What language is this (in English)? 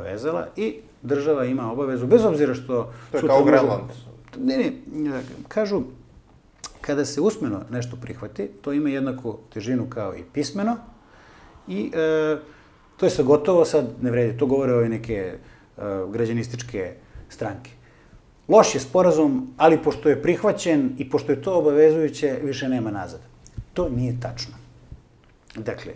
Serbian